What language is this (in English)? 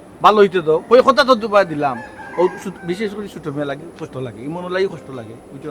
Sylheti